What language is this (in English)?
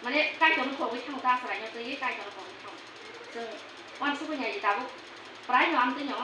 Kok Borok